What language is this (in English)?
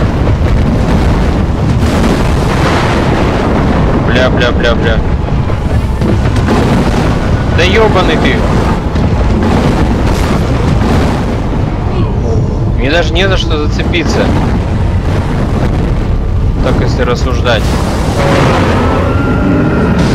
Russian